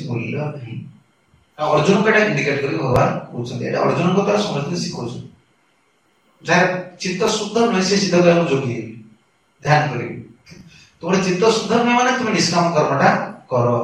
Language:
Odia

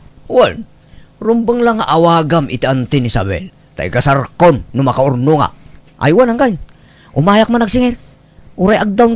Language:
Iloko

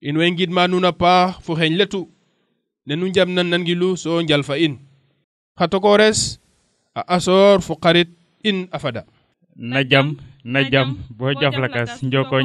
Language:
Serer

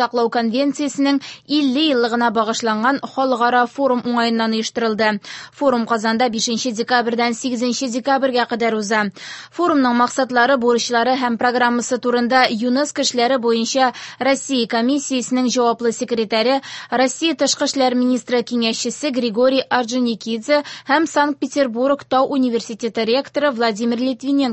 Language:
Tatar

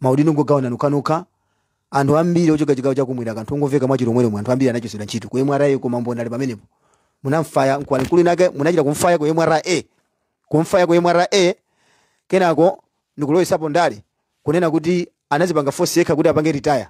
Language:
Nyanja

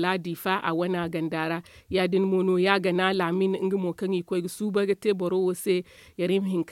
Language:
Zarma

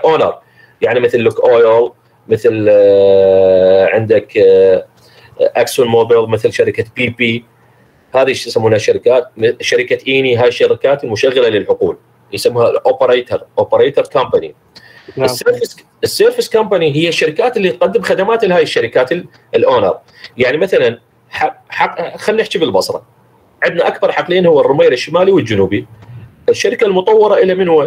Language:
Mesopotamian Arabic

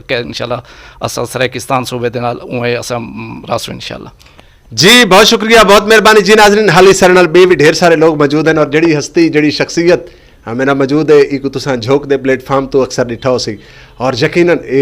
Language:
Saraiki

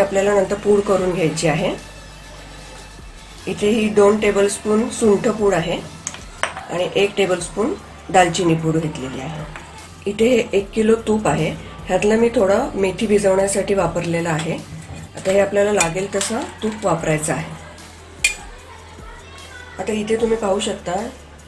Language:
Marathi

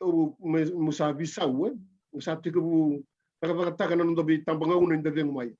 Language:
Fijian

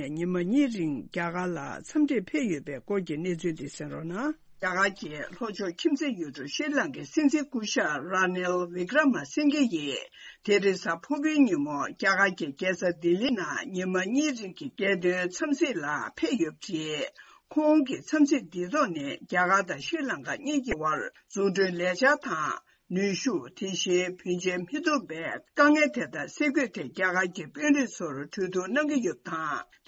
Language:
Tibetan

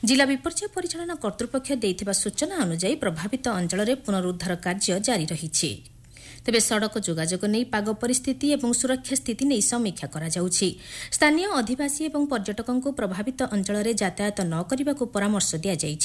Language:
Odia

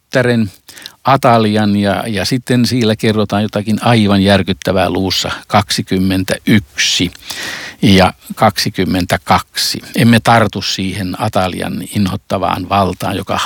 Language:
Finnish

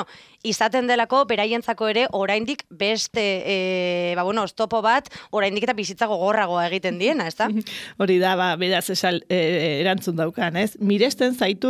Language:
Basque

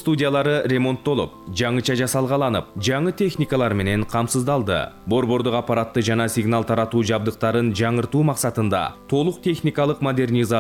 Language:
Kyrgyz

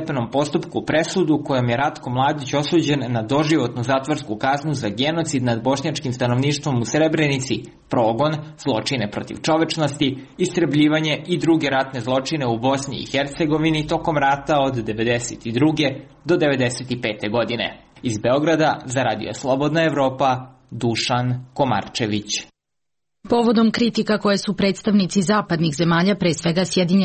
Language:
Serbian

